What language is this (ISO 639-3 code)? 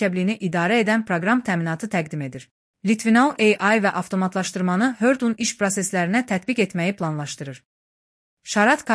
aze